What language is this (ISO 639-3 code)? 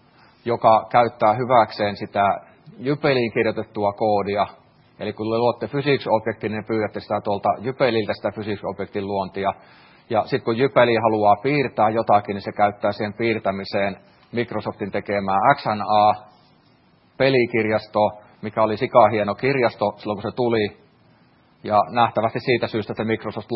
fin